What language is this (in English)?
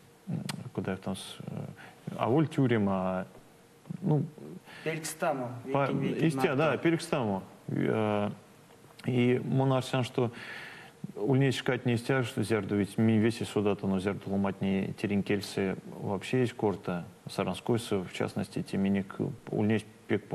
Erzya